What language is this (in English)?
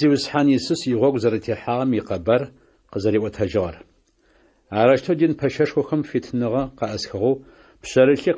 Adyghe